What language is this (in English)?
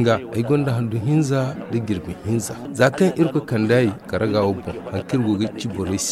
Zarma